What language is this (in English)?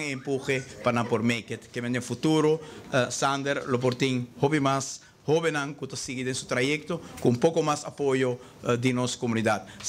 Papiamento